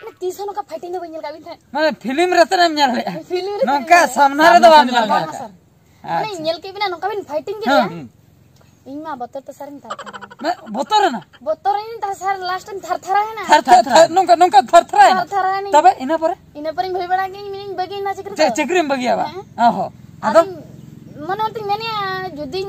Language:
Santali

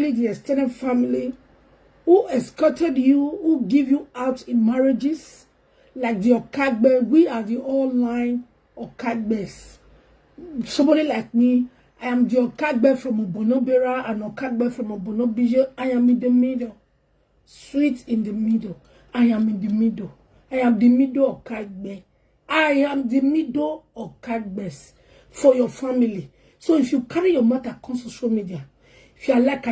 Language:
Nigerian Pidgin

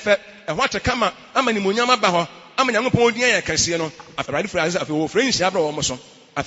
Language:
Akan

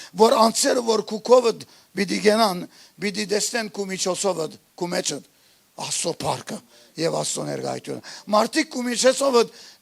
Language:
Western Armenian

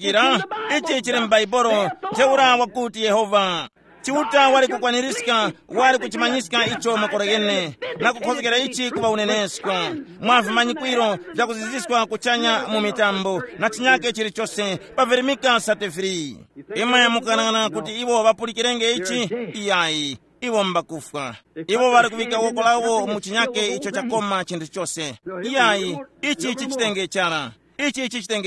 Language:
Tumbuka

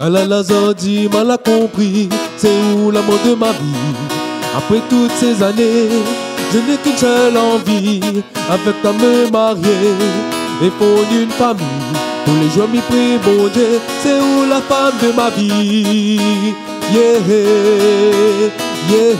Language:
Réunion Creole French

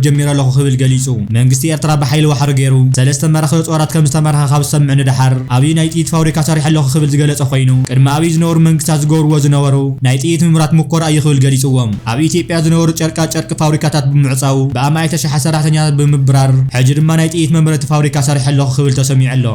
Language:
Tigrinya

